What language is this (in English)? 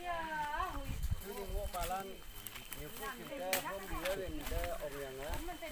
Naga Pidgin